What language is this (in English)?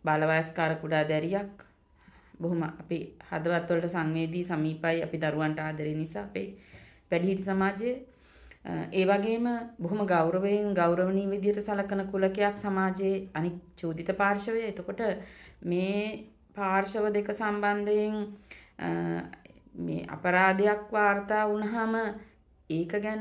Sinhala